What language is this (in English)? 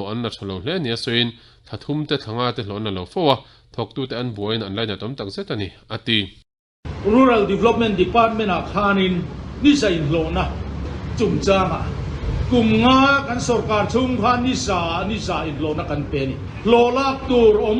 Mizo